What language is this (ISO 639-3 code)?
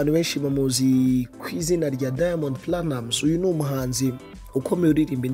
kin